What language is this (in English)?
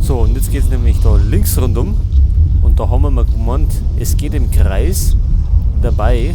Bavarian